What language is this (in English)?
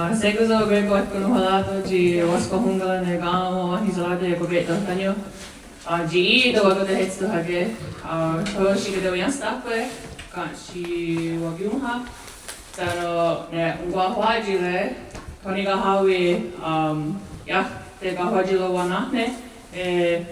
Mohawk